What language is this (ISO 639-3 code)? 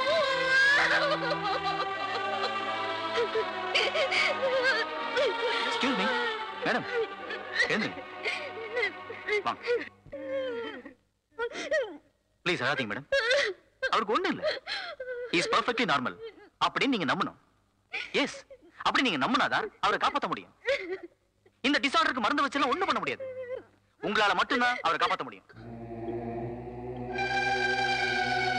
tam